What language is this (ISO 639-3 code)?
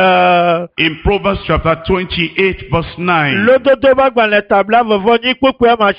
ewe